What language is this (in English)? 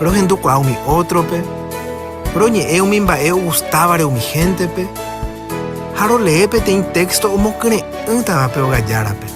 Guarani